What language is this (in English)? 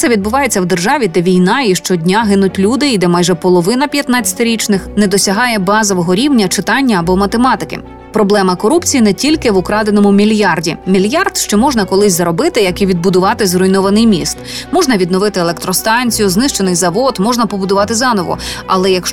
Ukrainian